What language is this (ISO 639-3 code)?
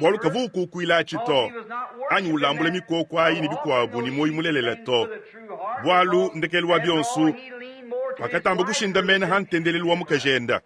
lua